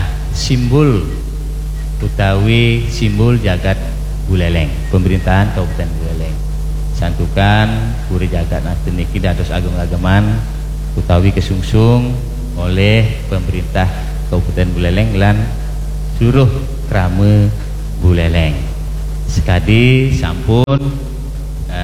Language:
Balinese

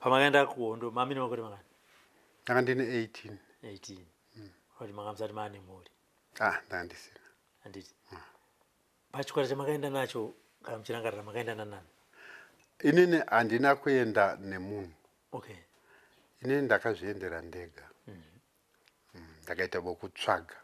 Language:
Shona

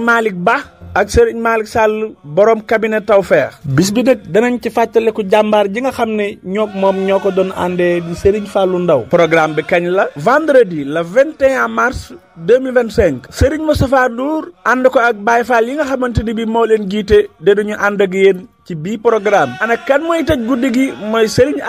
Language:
Wolof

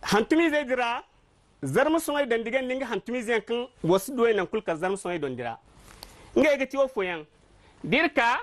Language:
Zarma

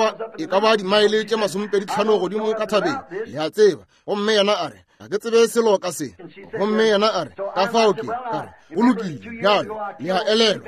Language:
Northern Sotho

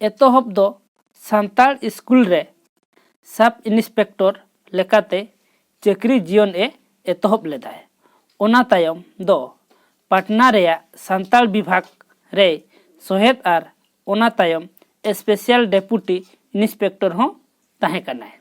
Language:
Santali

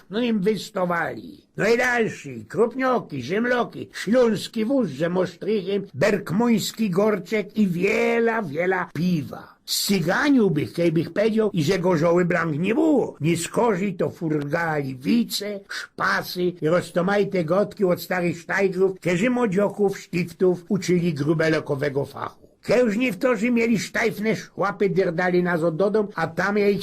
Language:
Silesian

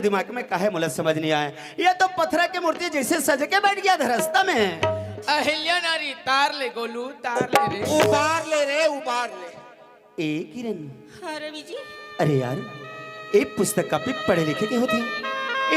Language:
Chhattisgarhi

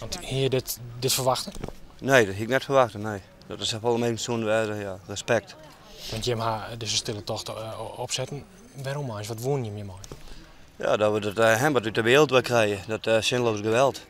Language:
Western Frisian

